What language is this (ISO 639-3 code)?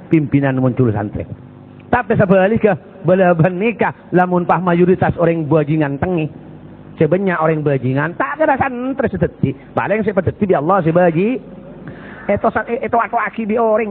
mad